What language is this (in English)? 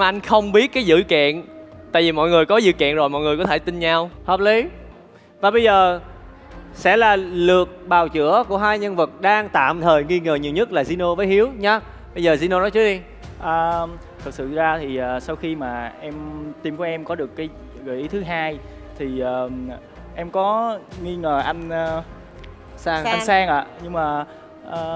Vietnamese